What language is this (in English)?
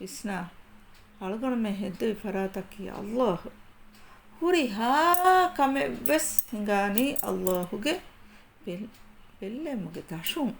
Divehi